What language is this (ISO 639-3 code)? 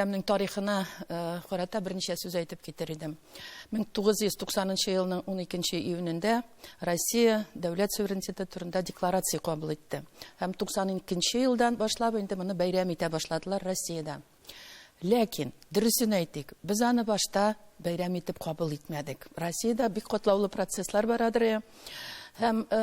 tat